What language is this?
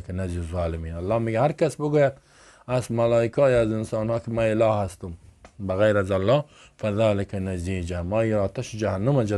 Persian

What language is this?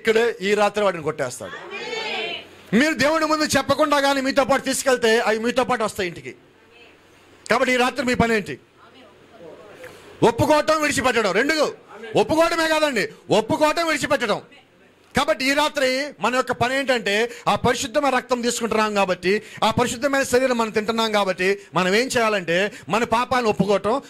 Telugu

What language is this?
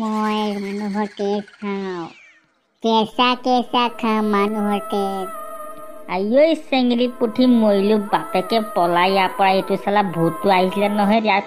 Assamese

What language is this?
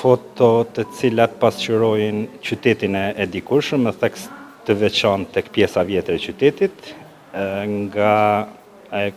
Albanian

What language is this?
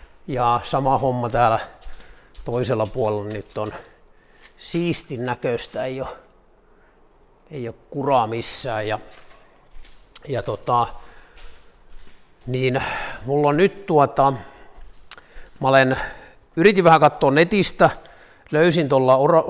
Finnish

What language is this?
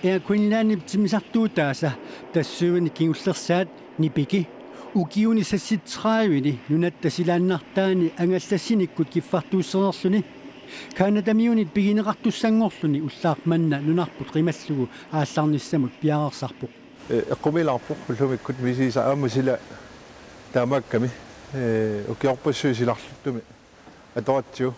Kalaallisut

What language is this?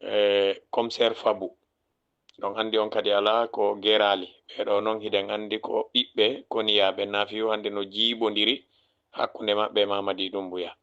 Fula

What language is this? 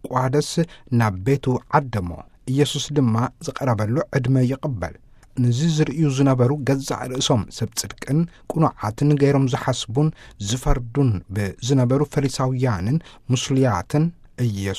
Tigrinya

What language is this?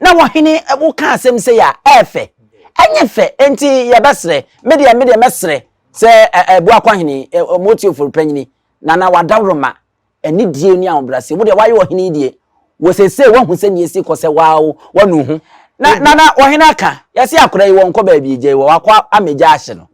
Akan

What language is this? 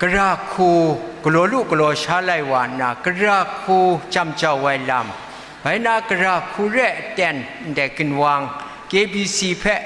Kachin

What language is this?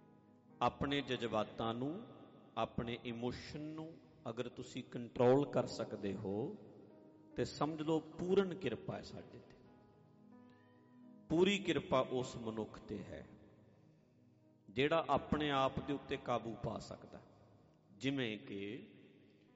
Punjabi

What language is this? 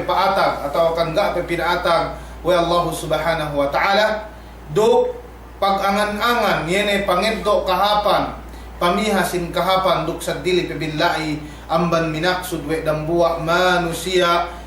Yakan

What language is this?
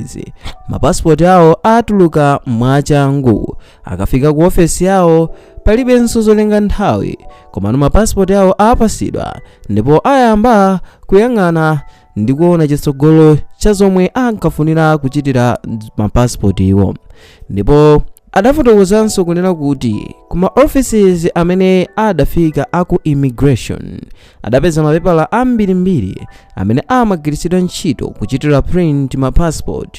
Nyanja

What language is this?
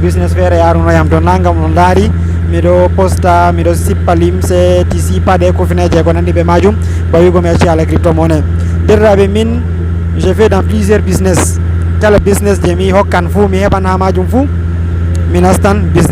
Fula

